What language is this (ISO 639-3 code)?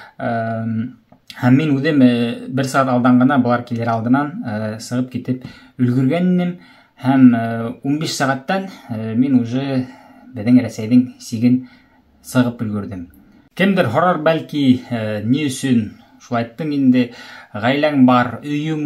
bak